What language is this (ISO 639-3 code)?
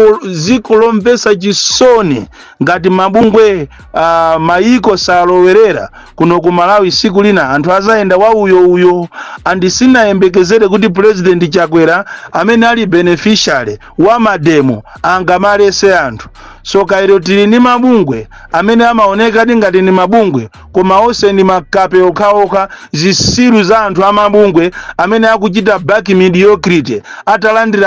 nya